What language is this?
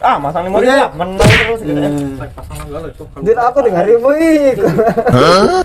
Musi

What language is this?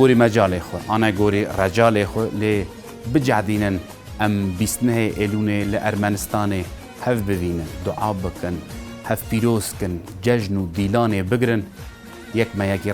Kurdish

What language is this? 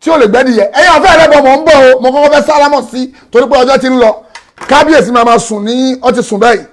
Yoruba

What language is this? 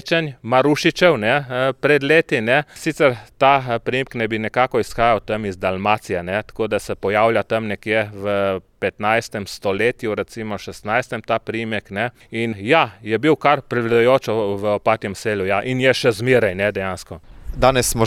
Slovenian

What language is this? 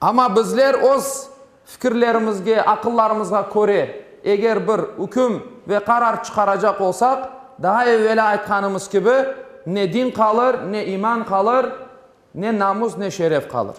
Crimean Tatar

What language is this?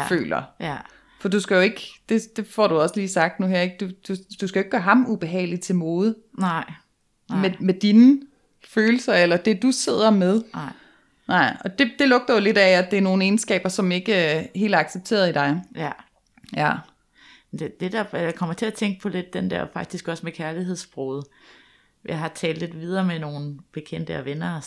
Danish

